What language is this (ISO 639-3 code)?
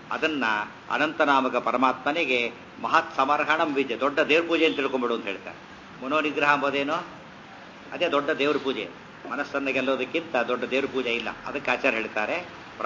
kan